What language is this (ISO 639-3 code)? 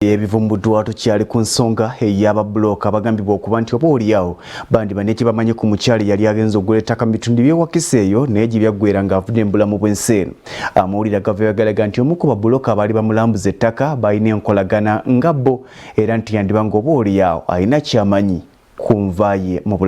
lug